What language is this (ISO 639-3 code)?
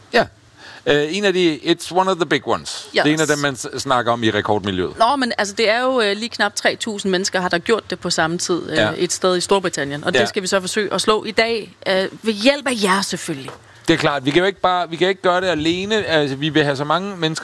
dan